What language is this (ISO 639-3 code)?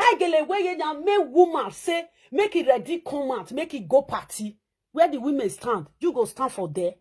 pcm